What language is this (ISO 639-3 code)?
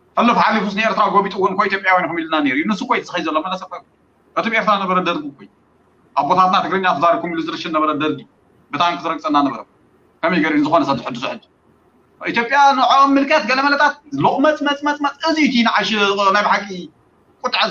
tir